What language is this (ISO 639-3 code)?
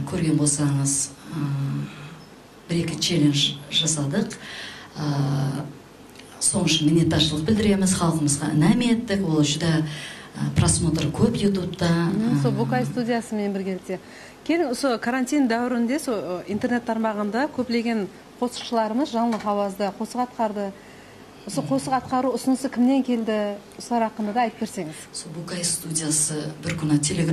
kaa